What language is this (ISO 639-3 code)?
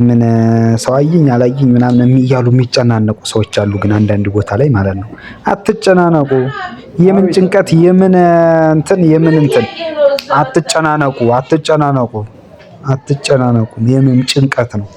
amh